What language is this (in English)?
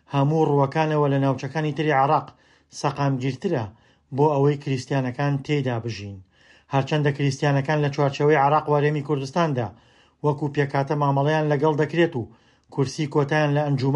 Central Kurdish